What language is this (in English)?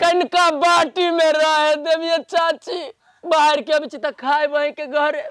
Maithili